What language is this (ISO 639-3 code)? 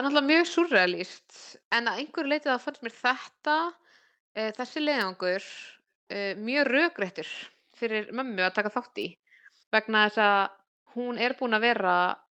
isl